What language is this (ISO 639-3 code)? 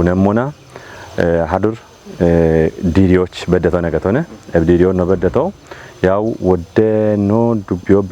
kbr